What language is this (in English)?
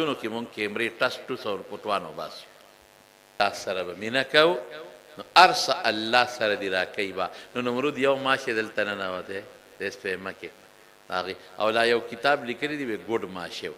Pashto